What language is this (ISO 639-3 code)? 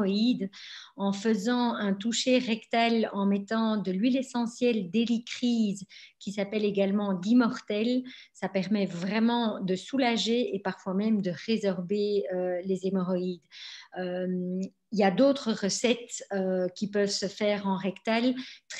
fra